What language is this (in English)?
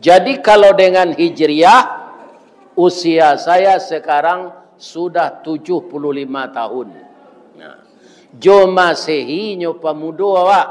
Minangkabau